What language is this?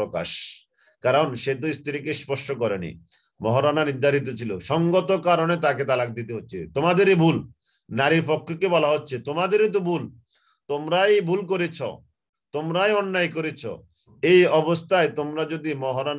Bangla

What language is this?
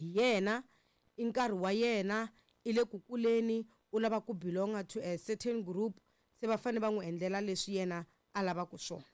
Tsonga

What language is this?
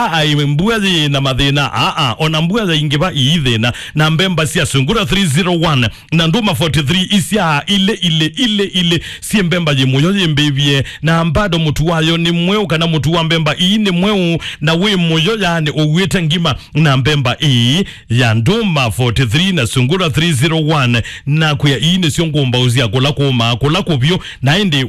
Kamba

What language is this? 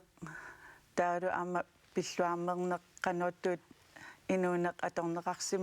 Kalaallisut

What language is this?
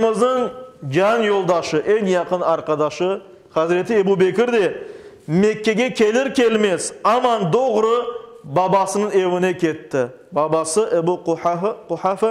Crimean Tatar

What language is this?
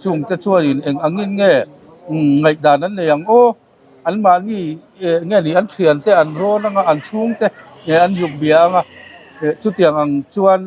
Mizo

